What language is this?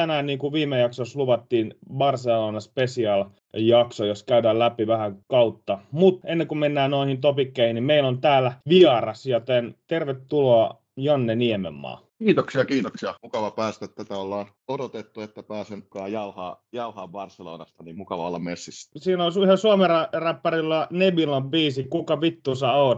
Finnish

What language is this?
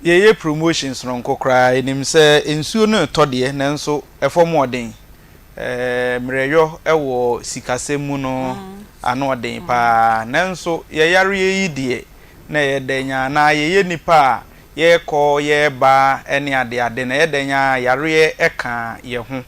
Akan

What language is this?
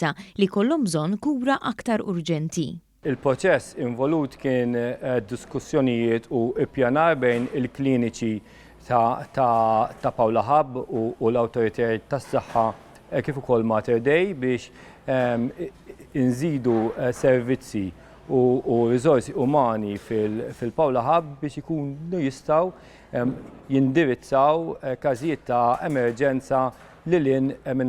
Maltese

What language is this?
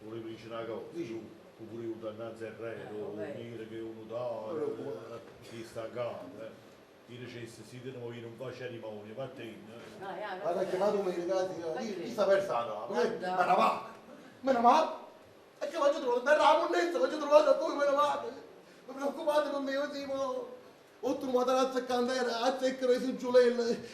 Neapolitan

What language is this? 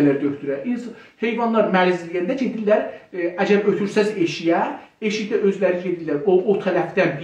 South Azerbaijani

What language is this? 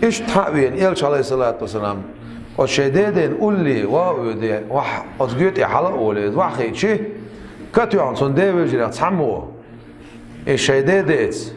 Chechen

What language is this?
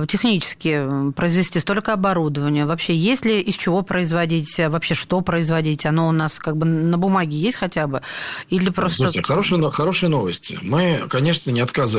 Russian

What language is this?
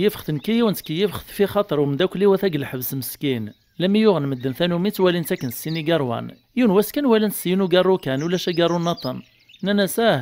Kabyle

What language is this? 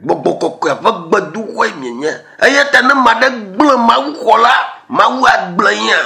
Ewe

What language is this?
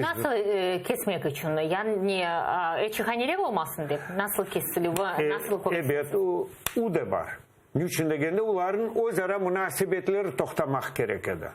Crimean Tatar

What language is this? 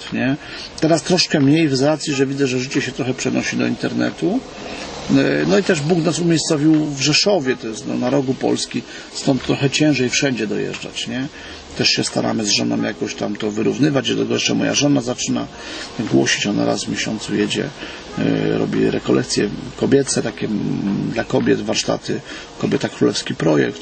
Polish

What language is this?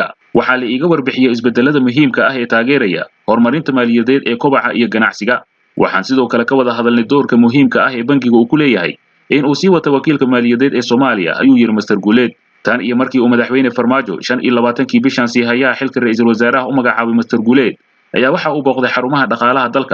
Somali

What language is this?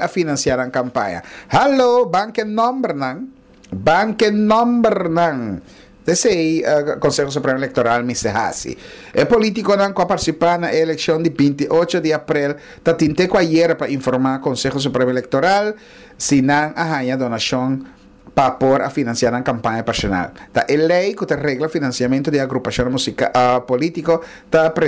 Papiamento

